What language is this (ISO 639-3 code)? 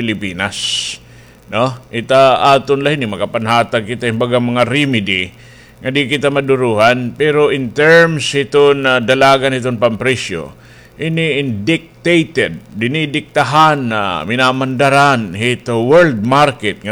war